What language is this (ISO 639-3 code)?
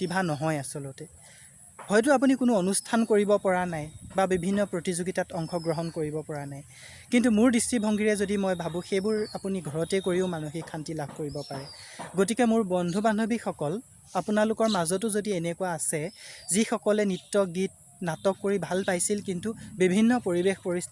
asm